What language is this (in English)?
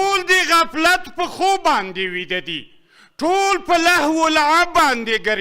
Pashto